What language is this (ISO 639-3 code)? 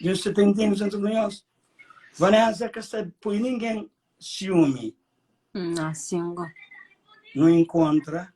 kea